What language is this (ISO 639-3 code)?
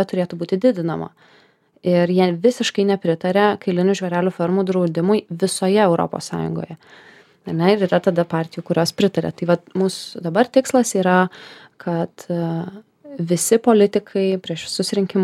lit